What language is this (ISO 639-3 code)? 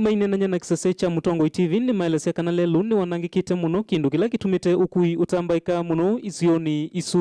kam